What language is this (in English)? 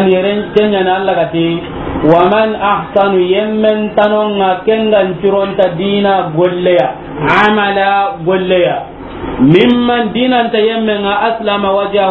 Soninke